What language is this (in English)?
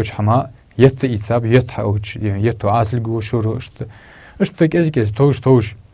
Ingush